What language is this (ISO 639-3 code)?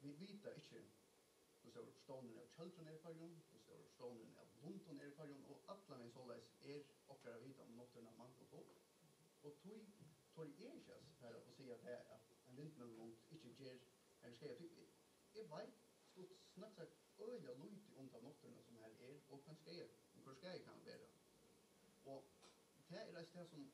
fao